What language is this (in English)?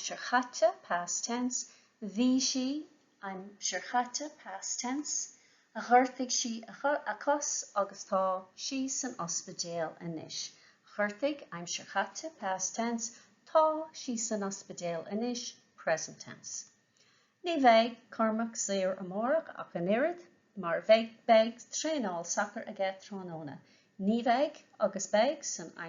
Irish